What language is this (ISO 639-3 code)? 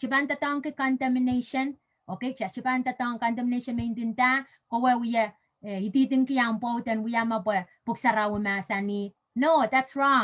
pon